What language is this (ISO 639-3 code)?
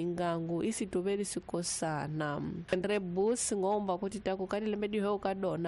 tso